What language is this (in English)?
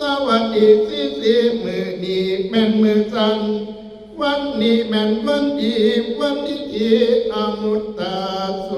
Northeastern Thai